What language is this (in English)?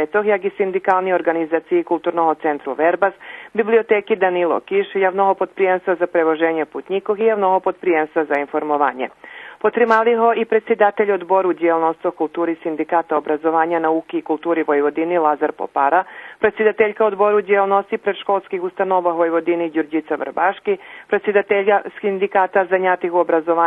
Rusyn